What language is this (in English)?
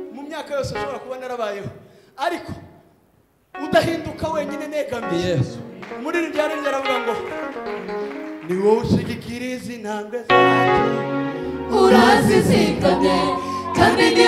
Kinyarwanda